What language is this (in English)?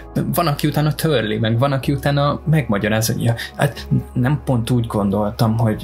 Hungarian